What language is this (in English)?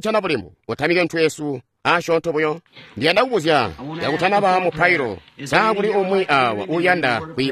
Tonga (Zambia)